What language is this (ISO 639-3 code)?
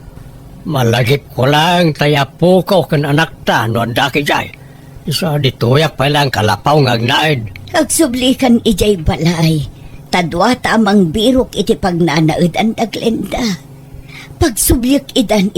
ilo